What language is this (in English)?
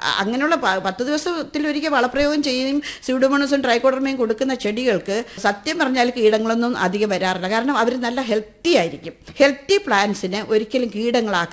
Malayalam